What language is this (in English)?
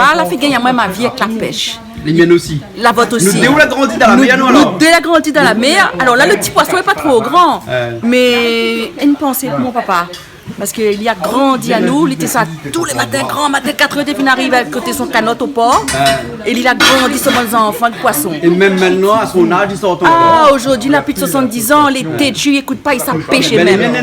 Réunion Creole French